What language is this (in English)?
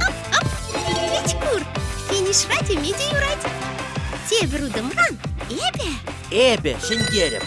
Chuvash